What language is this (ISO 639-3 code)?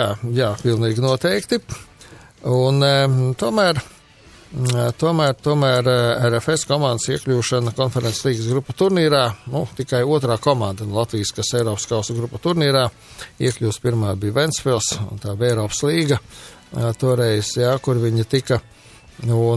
lav